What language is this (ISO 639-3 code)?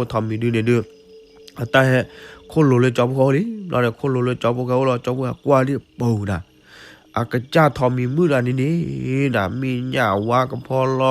ksw